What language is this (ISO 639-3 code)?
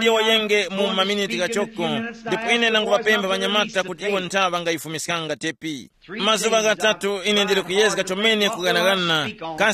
tum